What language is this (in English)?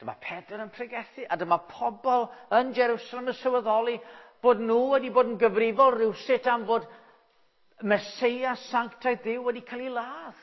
Welsh